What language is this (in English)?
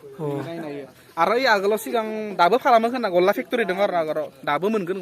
Bodo